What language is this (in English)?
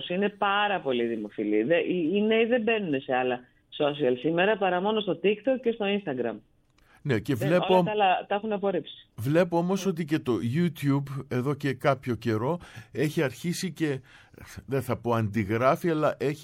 Greek